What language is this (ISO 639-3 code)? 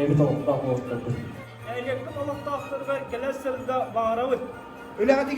sah